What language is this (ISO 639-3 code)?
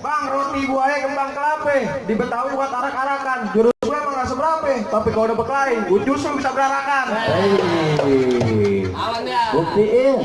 bew